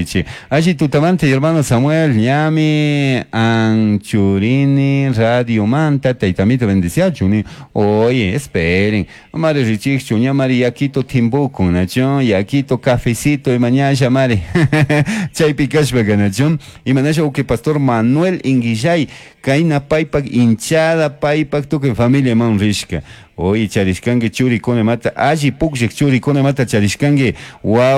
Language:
Chimborazo Highland Quichua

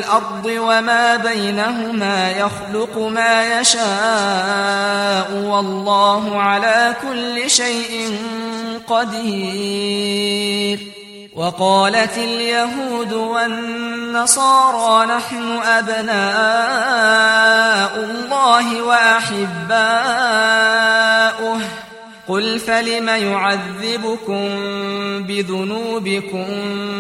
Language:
Arabic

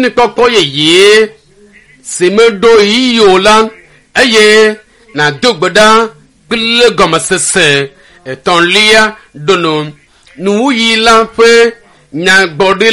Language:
Ewe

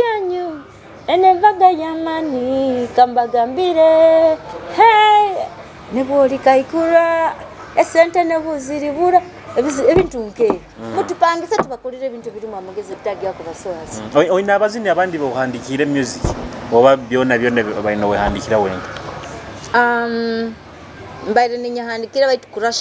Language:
Nyoro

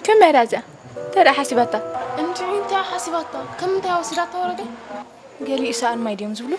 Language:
Tigrinya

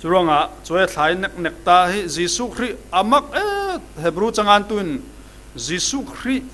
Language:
Falam Chin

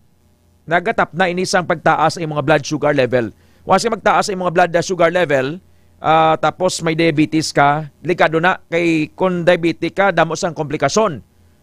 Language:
Hiligaynon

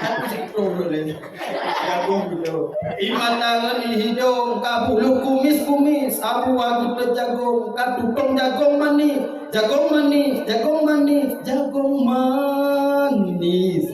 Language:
Achinese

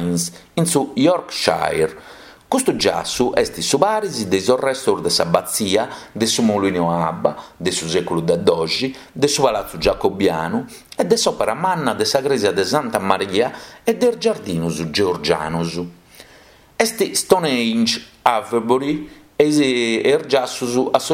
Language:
Sardinian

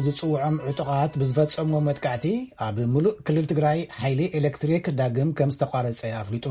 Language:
Tigrinya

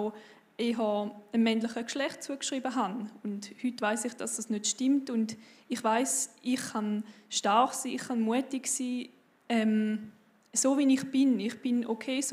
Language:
Swiss German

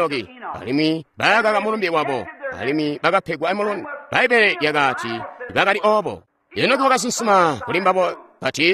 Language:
Tonga (Zambia)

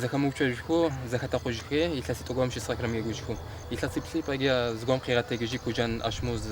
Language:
Adyghe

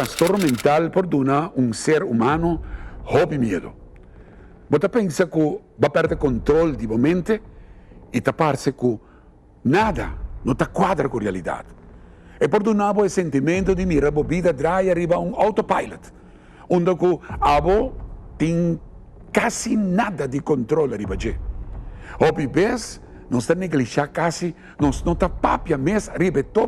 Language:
Papiamento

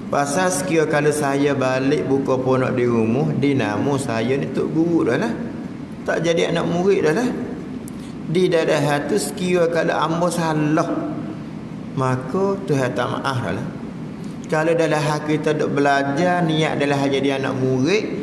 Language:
Malay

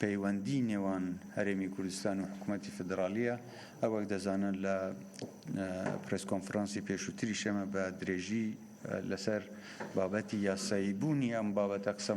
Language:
Central Kurdish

